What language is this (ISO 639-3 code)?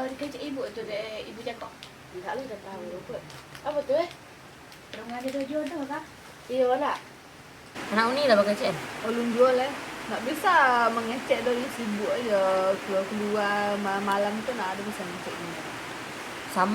min